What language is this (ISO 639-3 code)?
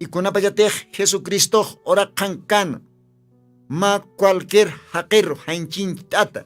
aym